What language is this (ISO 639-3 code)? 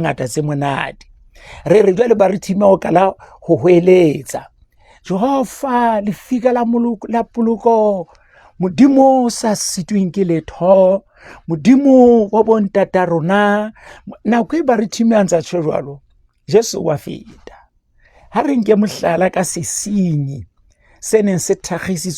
sot